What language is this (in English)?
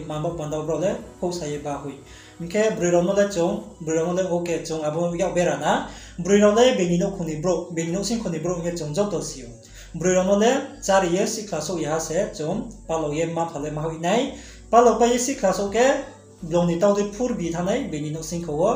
Riang (India)